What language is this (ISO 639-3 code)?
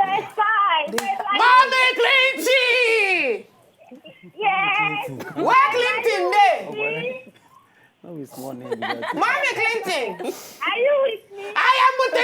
pcm